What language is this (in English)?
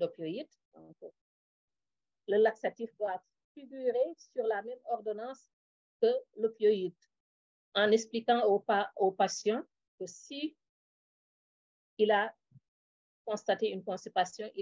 French